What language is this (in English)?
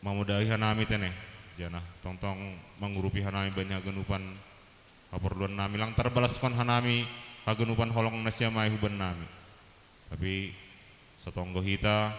Batak Simalungun